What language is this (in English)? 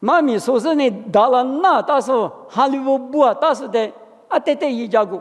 Lisu